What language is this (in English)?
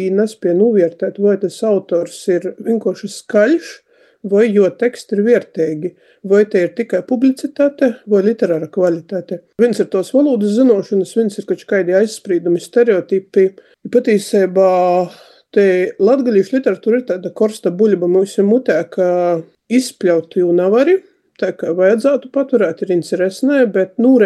Latvian